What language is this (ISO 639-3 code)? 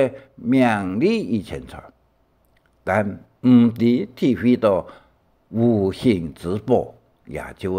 hak